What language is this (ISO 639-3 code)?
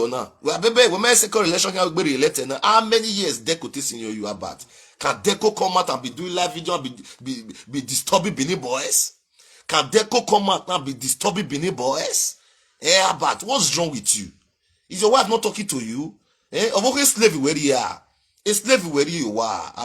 pcm